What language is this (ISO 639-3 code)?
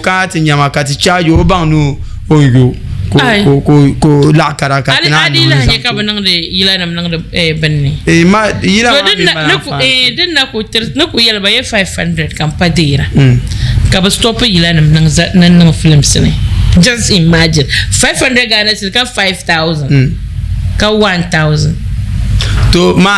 dag